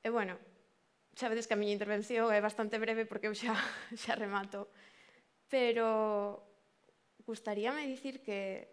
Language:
Galician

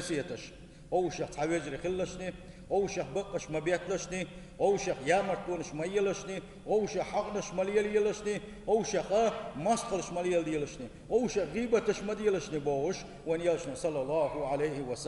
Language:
Chechen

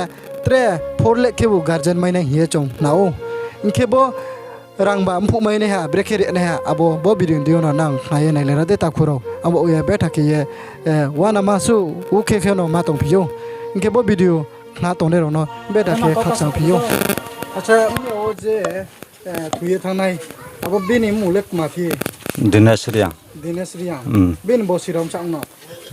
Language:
Riang (India)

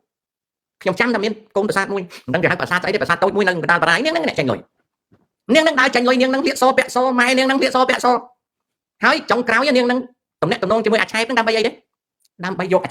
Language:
Khmer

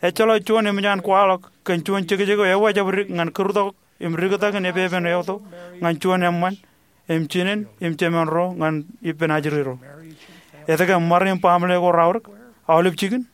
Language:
Marshallese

